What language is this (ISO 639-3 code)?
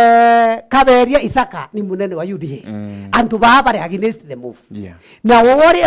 mer